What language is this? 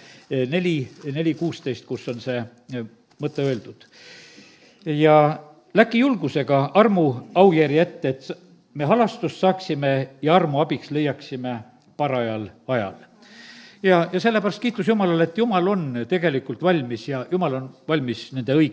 Estonian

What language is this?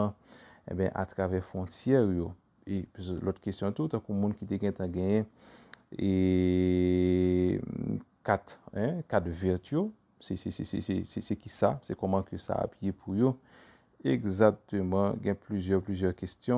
Haitian Creole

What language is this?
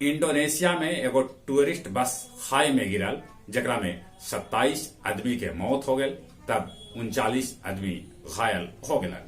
Magahi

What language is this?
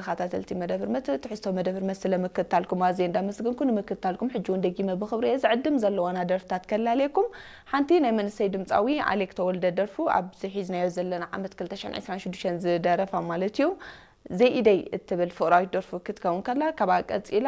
Tigrinya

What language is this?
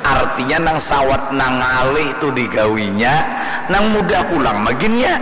Banjar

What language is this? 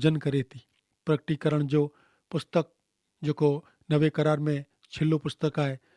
Kachhi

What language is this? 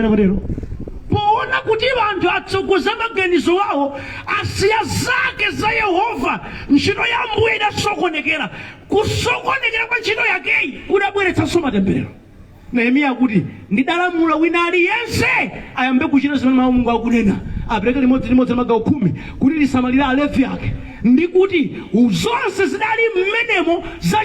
Nyanja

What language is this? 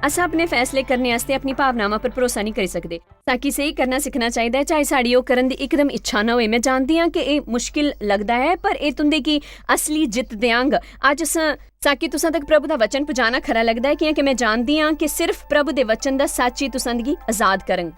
Dogri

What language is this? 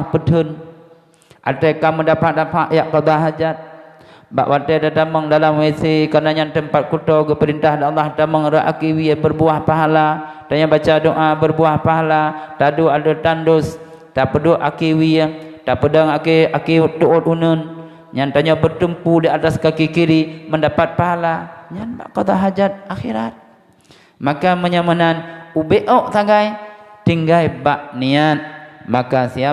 Achinese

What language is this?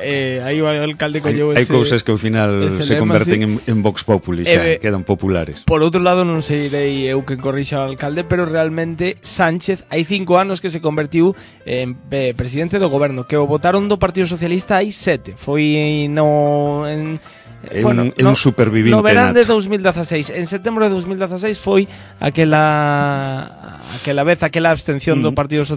Galician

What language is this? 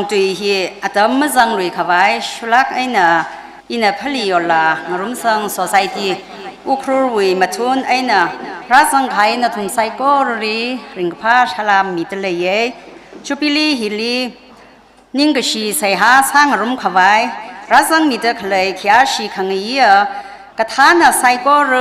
Tangkhul Naga (India)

